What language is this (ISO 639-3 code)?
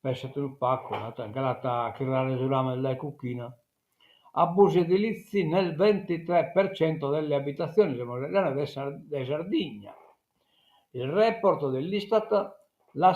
srd